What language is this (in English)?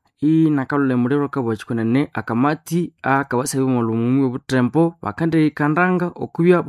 Nande